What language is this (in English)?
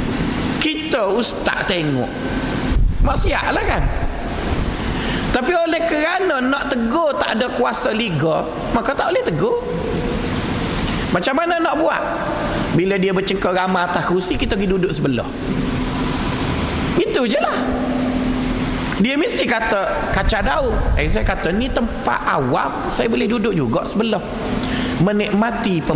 Malay